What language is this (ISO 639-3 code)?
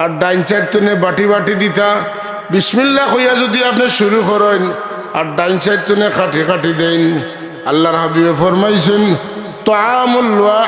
syl